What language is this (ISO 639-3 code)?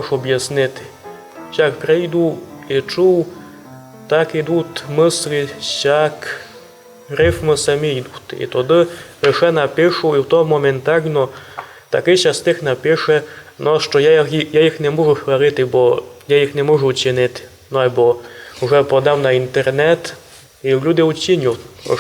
rue